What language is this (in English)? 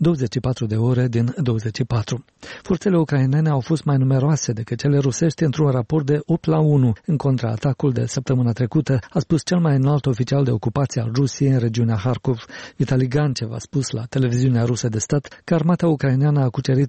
Romanian